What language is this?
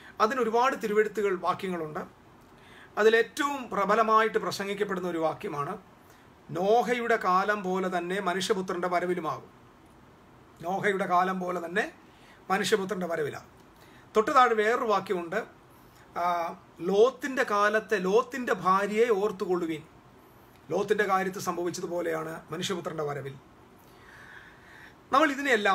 Malayalam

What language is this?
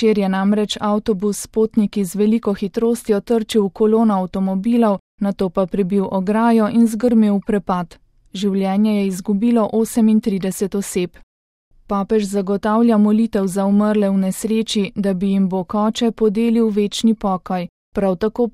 Slovenian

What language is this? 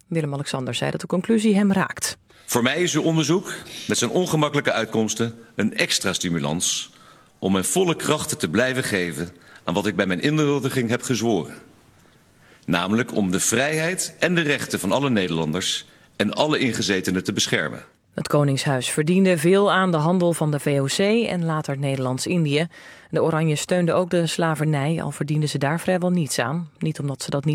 Dutch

